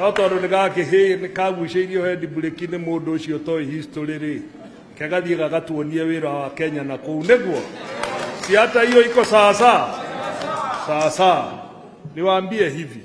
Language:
Kikuyu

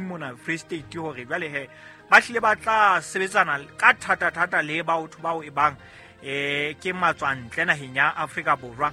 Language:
Southern Sotho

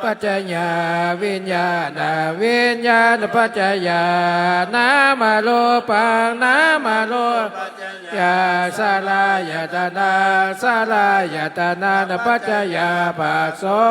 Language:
Pali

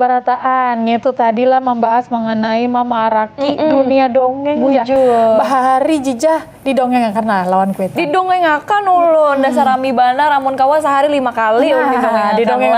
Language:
Banjar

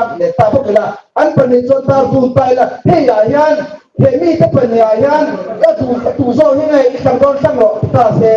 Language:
Mizo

